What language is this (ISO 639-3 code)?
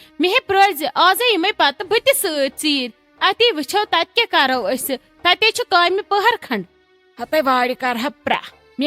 kas